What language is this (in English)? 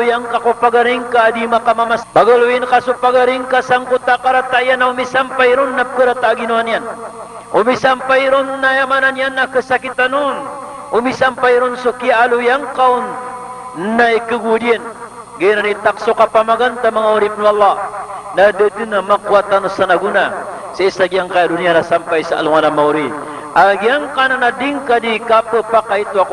Maranao